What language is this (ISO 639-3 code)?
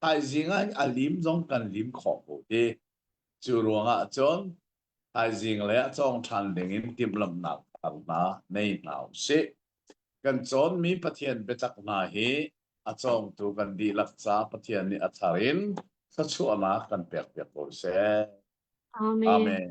cnh